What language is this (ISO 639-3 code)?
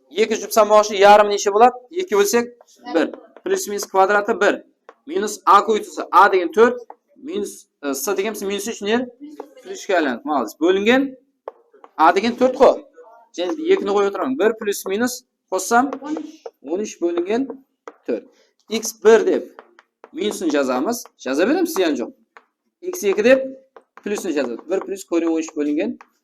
kaa